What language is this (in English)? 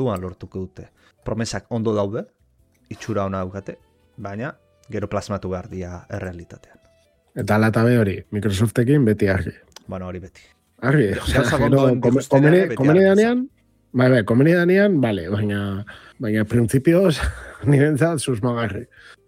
Basque